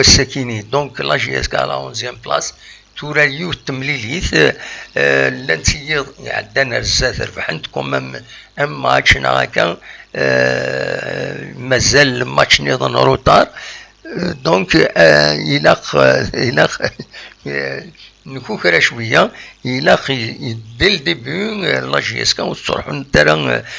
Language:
Kabyle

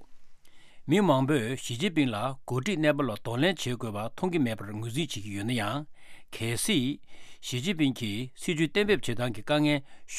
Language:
Tibetan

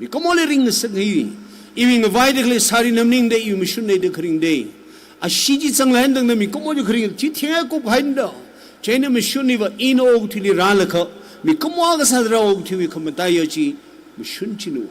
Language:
Tangkhul Naga (India)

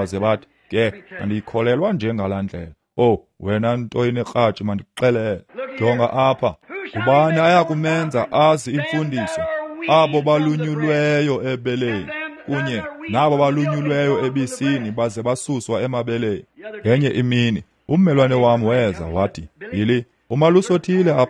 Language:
Xhosa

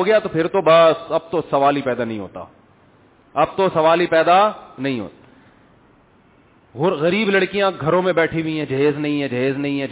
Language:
Urdu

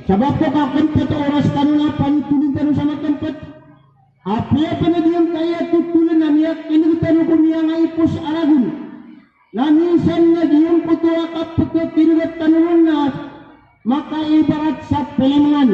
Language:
Maranao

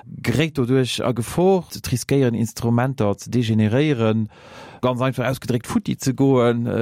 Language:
Luxembourgish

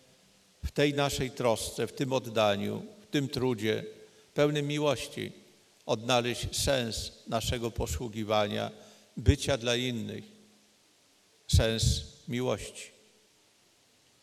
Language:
Polish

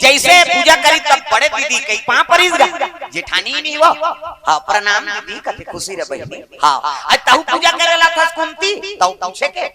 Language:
Chhattisgarhi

